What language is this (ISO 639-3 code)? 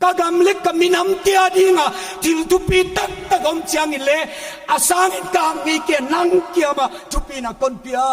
pck